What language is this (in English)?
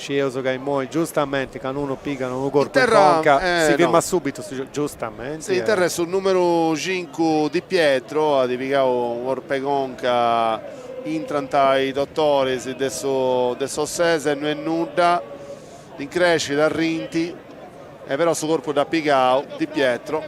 Sardinian